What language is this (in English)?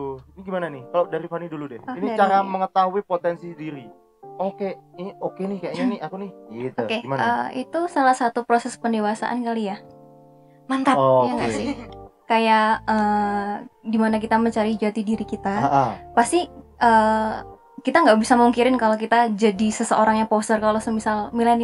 Indonesian